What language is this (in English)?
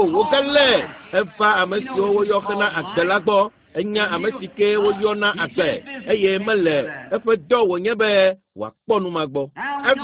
Ewe